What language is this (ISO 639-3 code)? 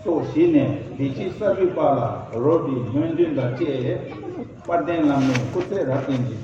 bod